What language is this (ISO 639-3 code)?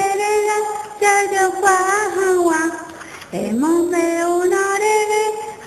grn